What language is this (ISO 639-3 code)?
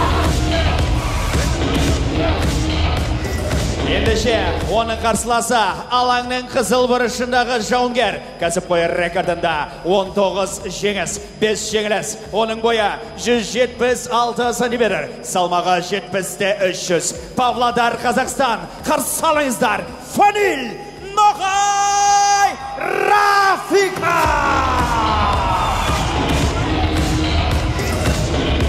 kaz